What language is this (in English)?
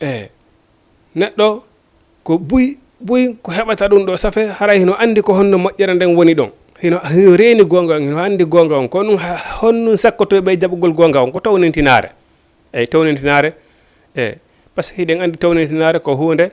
Fula